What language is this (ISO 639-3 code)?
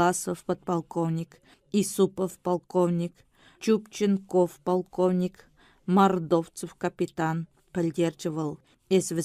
chv